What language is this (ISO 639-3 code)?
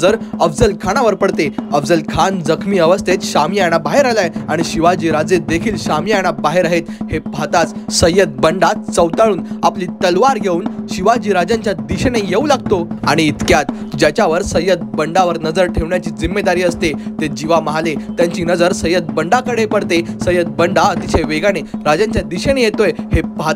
mar